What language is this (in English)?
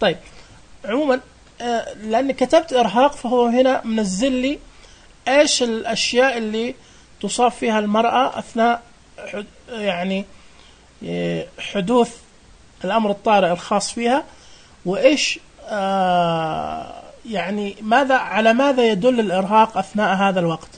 Najdi Arabic